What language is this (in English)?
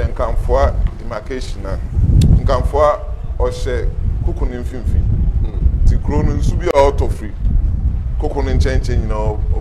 Akan